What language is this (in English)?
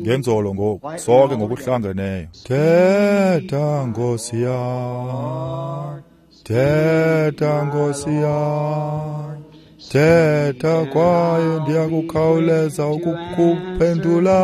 Xhosa